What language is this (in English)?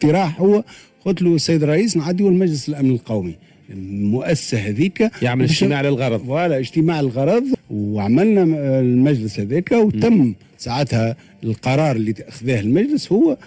Tunisian Arabic